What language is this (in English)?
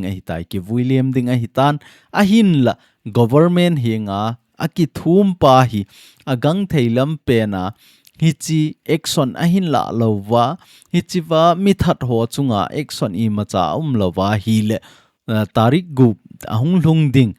Thado Chin